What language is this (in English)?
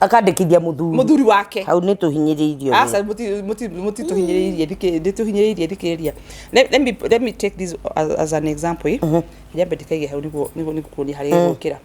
Kikuyu